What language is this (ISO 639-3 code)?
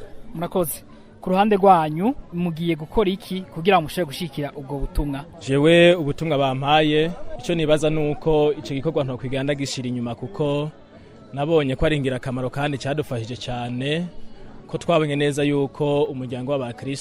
run